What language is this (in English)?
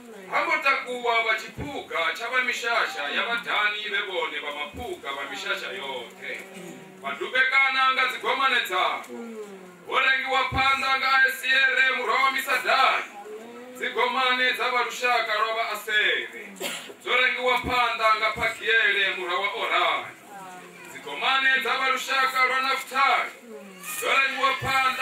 Venda